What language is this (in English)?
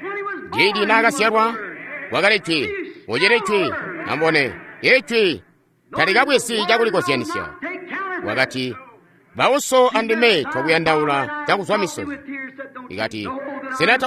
Tonga (Zambia)